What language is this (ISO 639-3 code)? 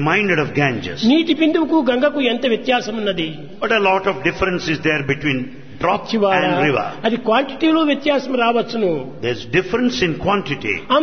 tel